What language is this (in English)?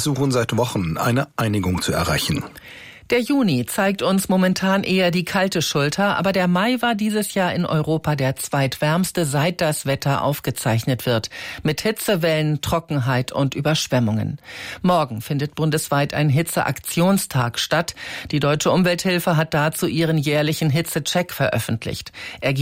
German